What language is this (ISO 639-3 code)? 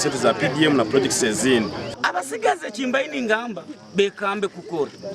nyn